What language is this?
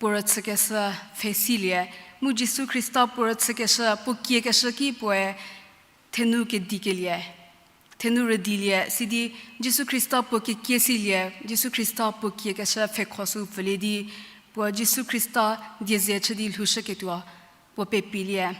Angami Naga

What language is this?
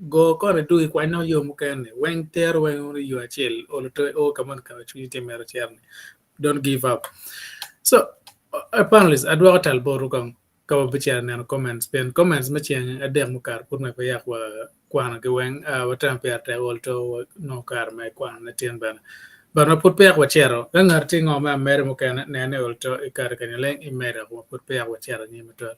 Acoli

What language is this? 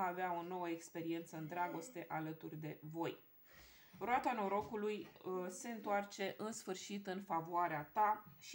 Romanian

